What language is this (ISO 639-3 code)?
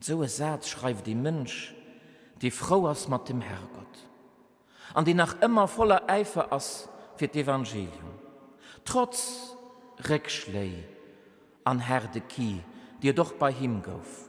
ltz